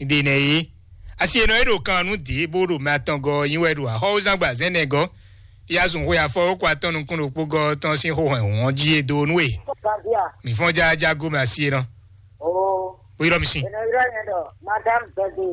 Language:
Fon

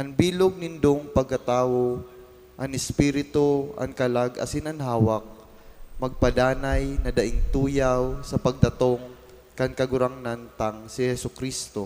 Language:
Bikol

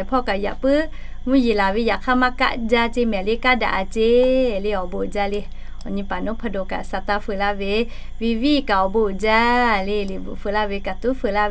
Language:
Lahu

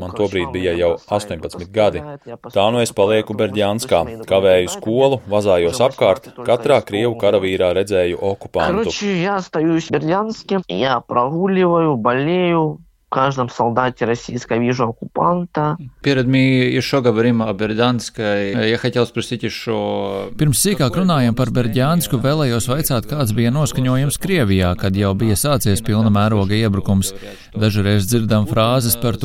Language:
Latvian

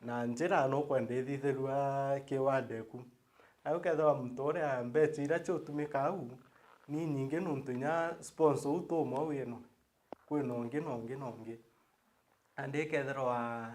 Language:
Meru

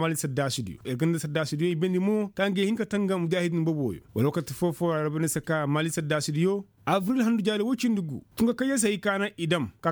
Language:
Koyraboro Senni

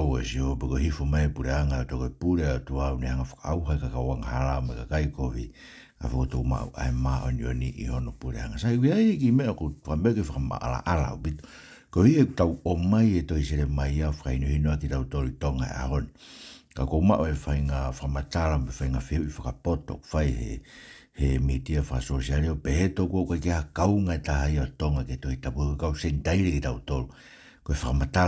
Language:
Tongan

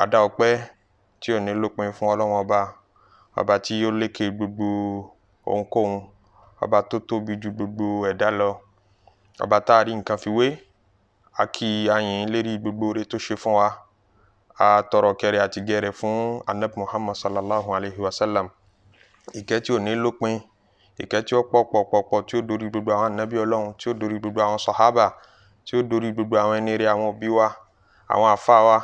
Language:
Yoruba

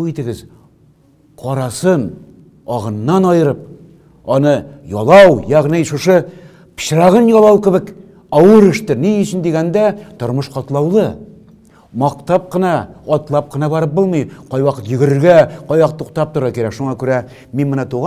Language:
Tatar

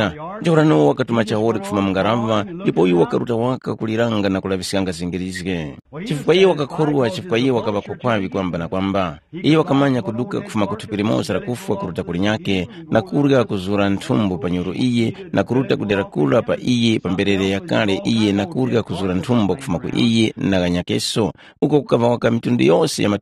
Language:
Tumbuka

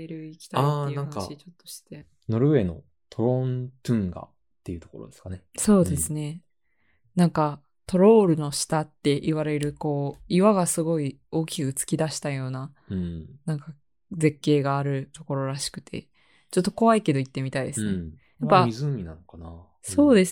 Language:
Japanese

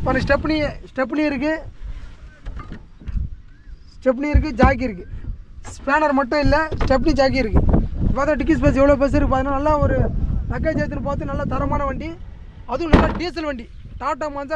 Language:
Tamil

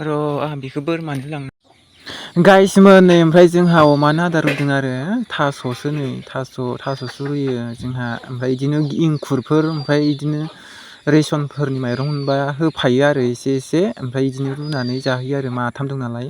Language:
Bodo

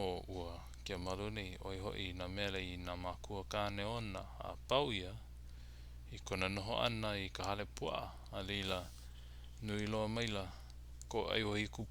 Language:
Hawaiian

